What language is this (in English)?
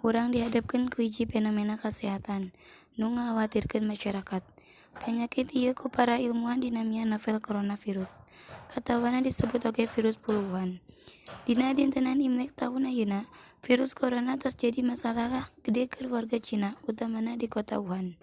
Sundanese